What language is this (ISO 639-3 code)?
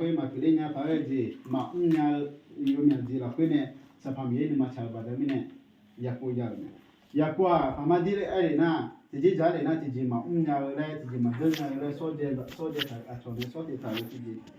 ahk